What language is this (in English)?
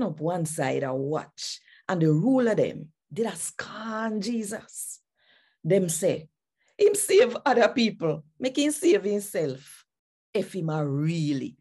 Jamaican Creole English